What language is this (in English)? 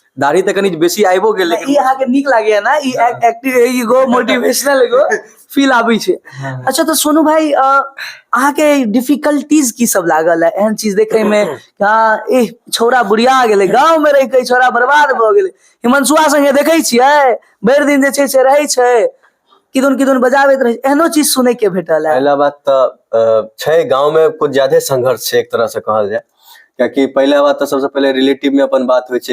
Maithili